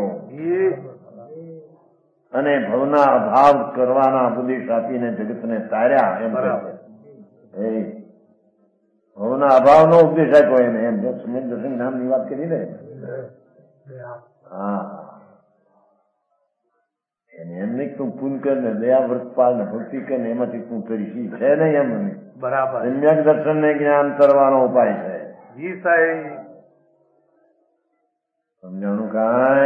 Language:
Gujarati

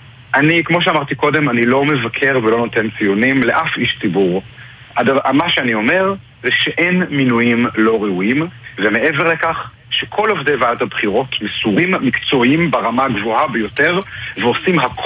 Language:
Hebrew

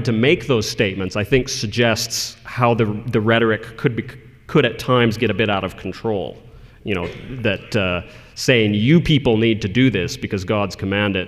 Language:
English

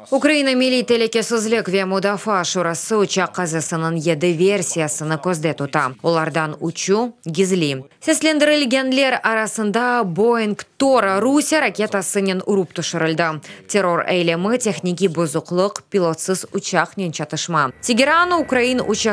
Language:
Crimean Tatar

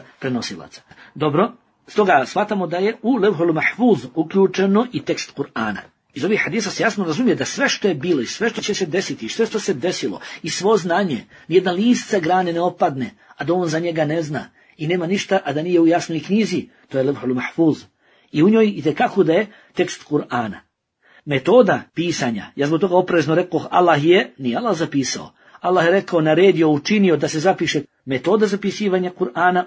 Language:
Bosnian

